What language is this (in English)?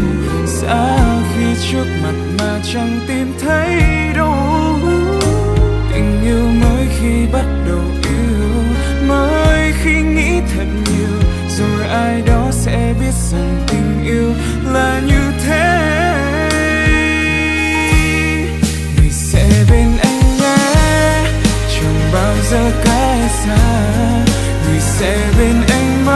Vietnamese